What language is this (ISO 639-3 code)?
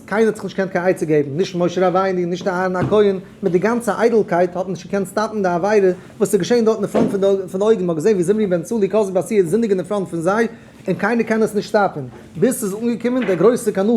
yid